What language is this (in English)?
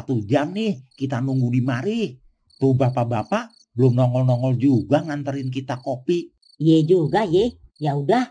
Betawi